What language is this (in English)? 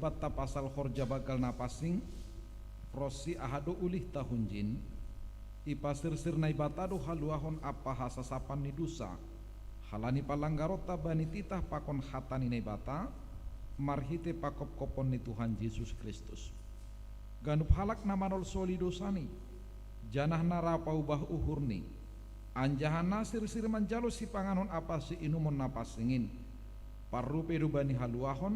Batak Simalungun